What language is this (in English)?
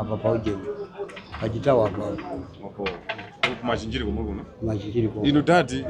Nyanja